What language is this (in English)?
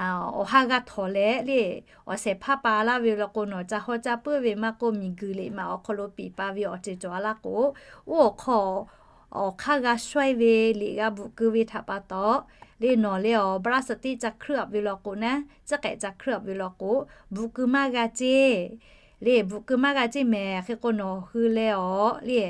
Lahu